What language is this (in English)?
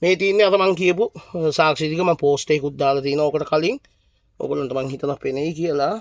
Sinhala